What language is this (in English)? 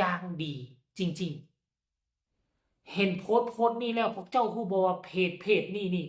Lao